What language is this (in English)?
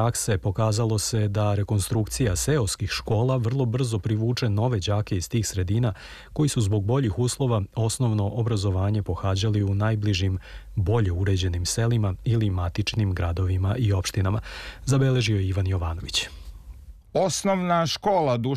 Serbian